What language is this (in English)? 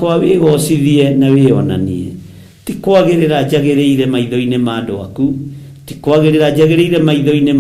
Kikuyu